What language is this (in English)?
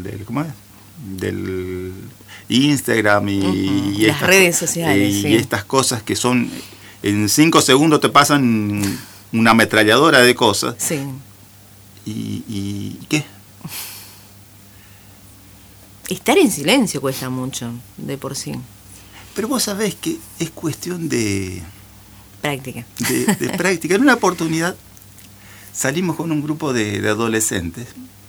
Spanish